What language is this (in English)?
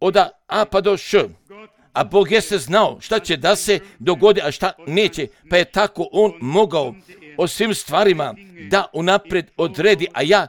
Croatian